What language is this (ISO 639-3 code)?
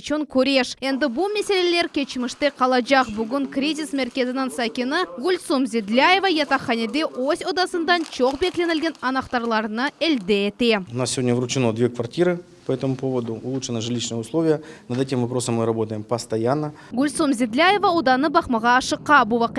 crh